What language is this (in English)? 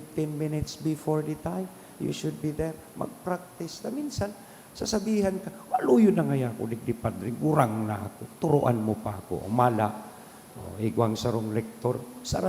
Bikol